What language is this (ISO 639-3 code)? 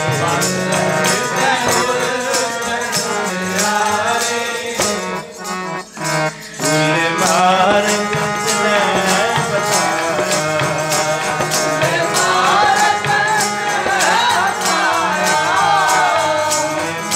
pan